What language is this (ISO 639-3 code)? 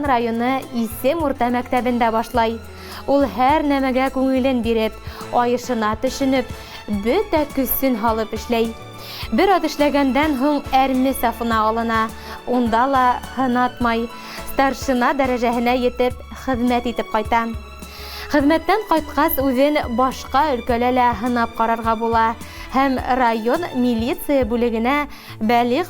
bak